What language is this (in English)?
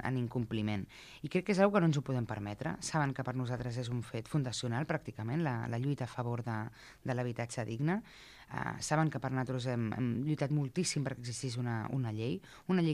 Catalan